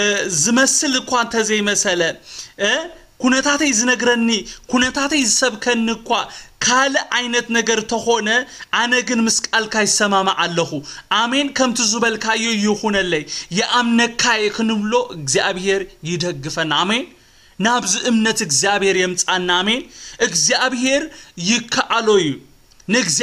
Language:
Tigrinya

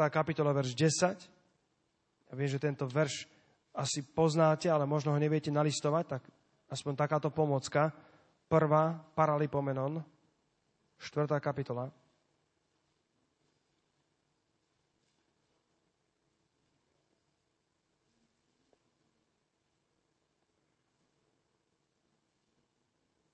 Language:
Slovak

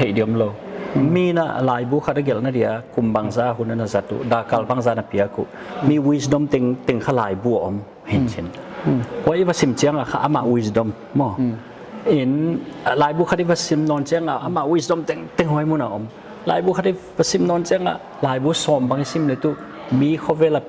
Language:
Paite Chin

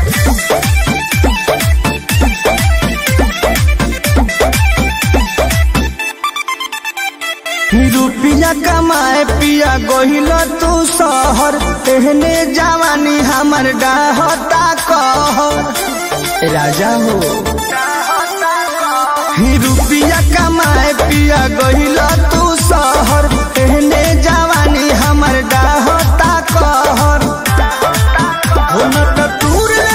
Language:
Bhojpuri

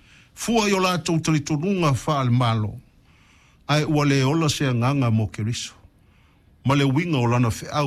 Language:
Samoan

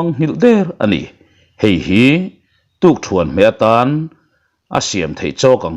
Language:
Mizo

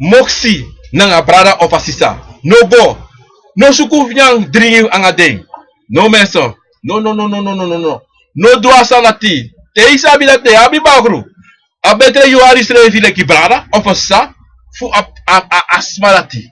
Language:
Sranan Tongo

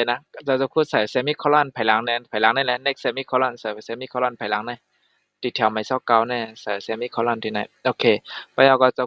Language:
Shan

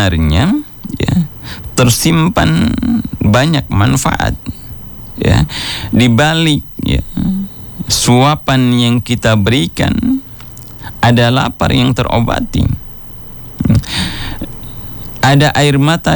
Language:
Indonesian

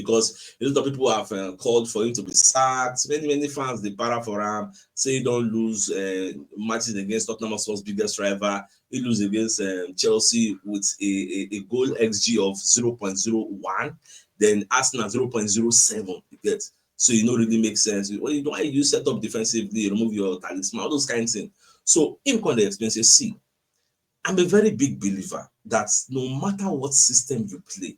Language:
Nigerian Pidgin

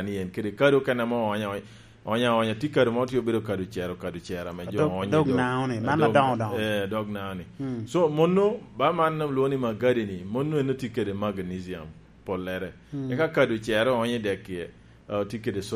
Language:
Lango (Uganda)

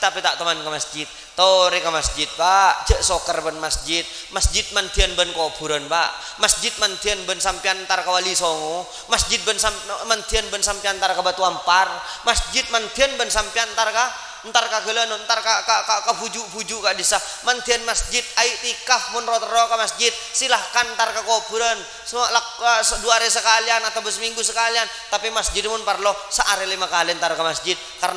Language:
Madurese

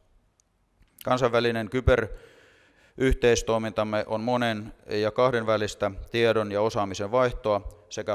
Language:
Finnish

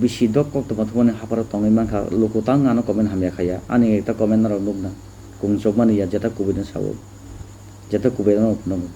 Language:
Kok Borok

